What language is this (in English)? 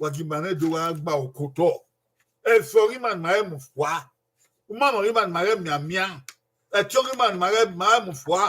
Bini